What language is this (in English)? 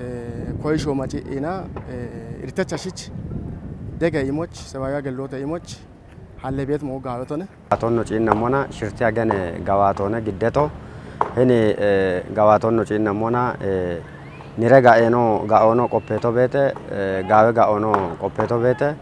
Kafa